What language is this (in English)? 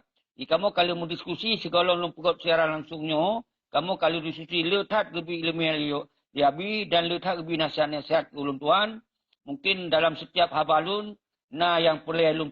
Achinese